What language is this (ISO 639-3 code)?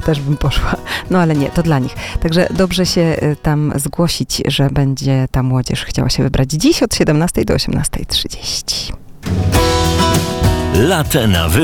pol